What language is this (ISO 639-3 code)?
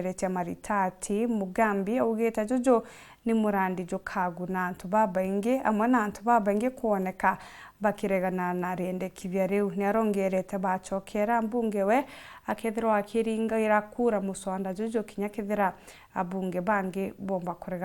mer